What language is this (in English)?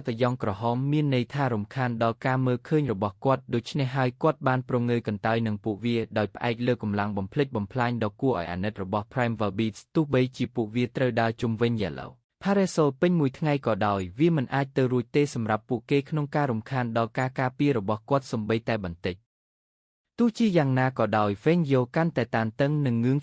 Khmer